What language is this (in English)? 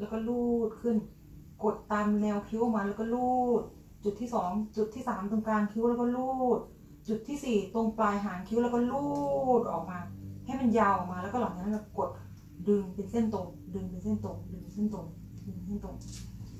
Thai